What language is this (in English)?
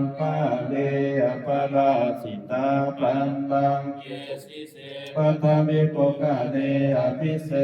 Pali